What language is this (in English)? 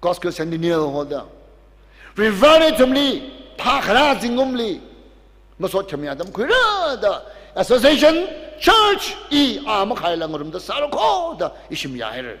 Tangkhul Naga (India)